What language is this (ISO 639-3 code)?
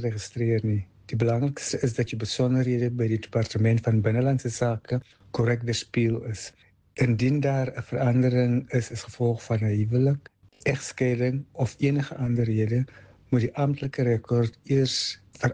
afr